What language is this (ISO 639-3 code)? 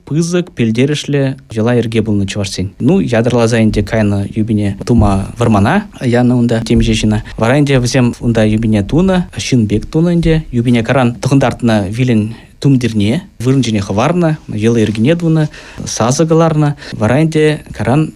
chv